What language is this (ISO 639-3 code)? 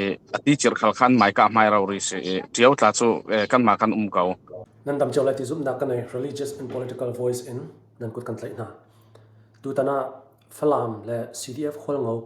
cnh